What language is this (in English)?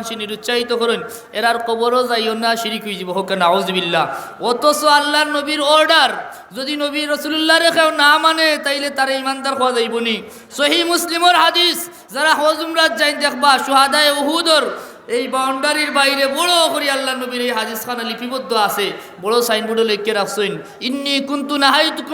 Sylheti